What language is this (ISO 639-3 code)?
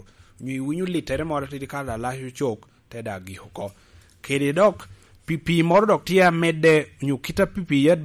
laj